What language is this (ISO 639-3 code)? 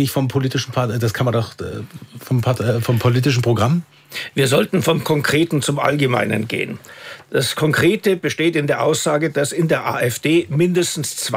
deu